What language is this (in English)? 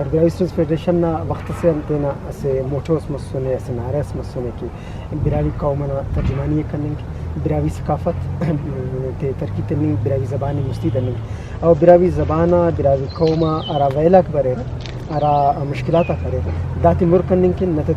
Brahui